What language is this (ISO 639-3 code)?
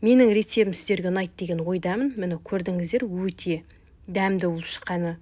kaz